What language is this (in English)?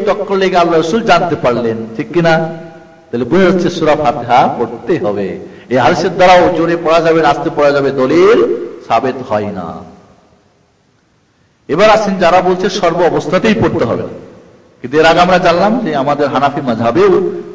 Bangla